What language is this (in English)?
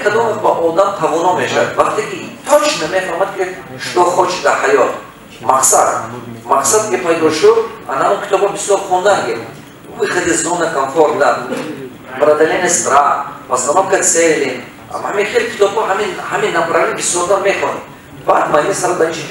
Tajik